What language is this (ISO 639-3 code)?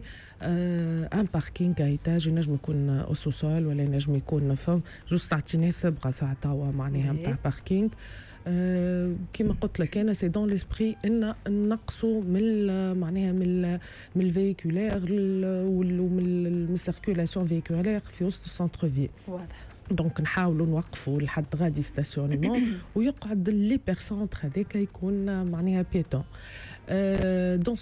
aeb